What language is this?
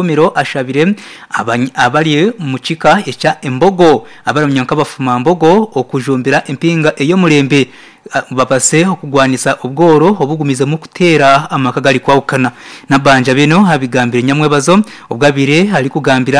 Nyankole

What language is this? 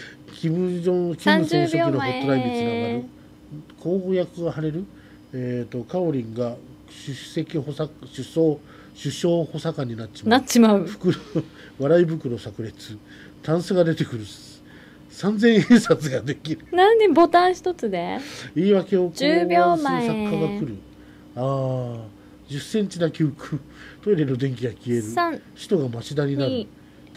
Japanese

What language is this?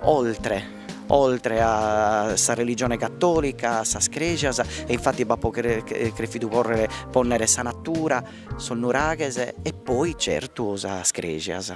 Sardinian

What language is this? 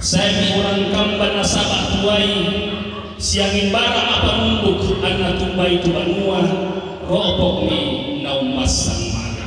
Toraja-Sa'dan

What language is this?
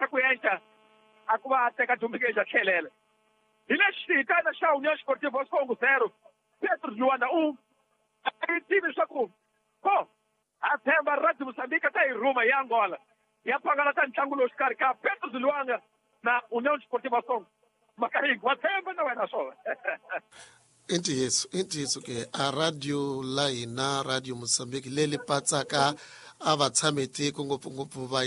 Tsonga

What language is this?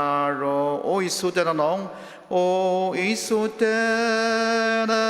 Ao Naga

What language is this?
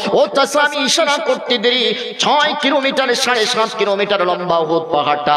Bangla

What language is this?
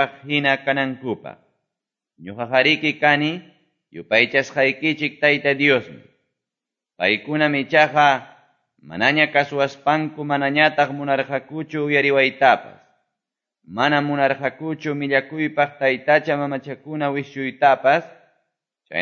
Quechua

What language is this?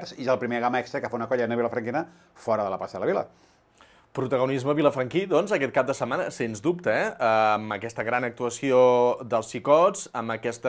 Catalan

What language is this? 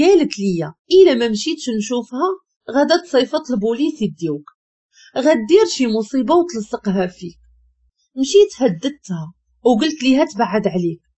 Moroccan Arabic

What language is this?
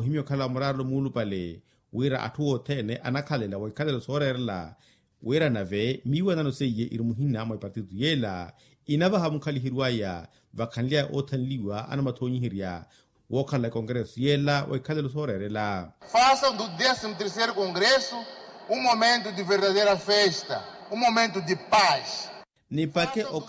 Makhuwa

